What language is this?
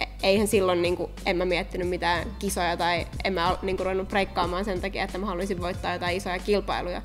Finnish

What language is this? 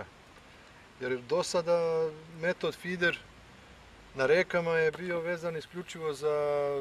Serbian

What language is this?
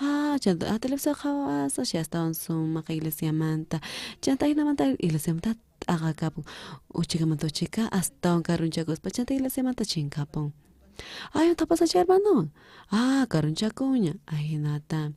South Bolivian Quechua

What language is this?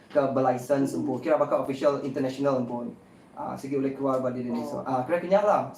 Iban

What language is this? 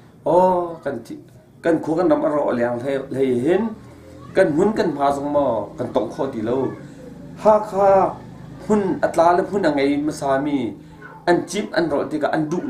Hakha Chin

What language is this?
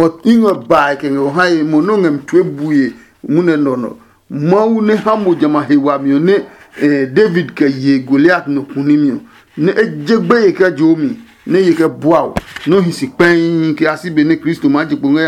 Adangme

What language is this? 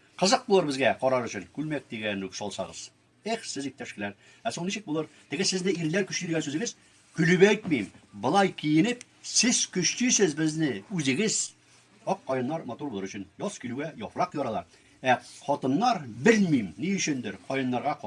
Tatar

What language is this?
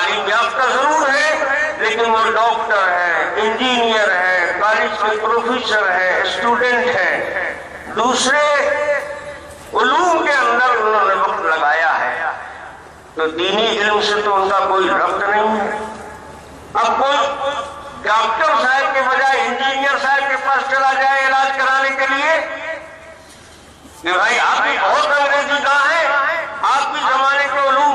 Urdu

